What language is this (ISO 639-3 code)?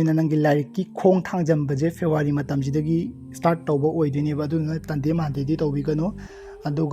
mni